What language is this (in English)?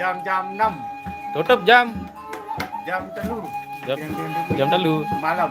Sasak